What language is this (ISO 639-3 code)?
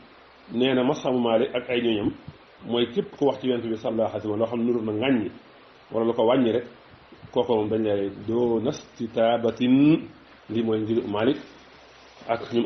wol